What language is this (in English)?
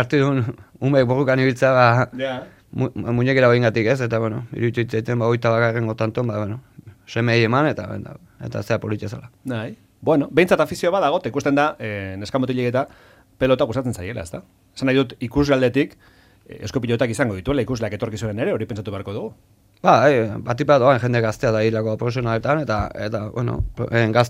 Basque